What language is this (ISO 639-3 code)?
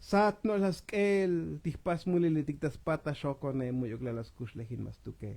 tzo